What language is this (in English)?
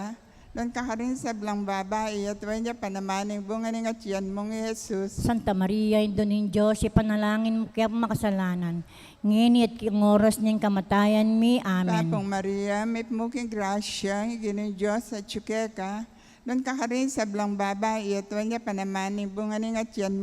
Pampanga